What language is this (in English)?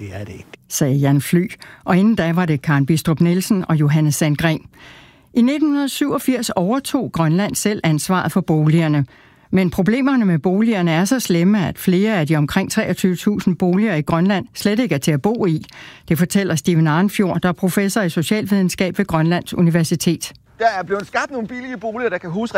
Danish